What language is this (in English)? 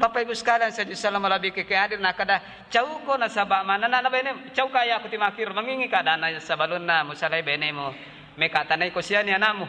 Buginese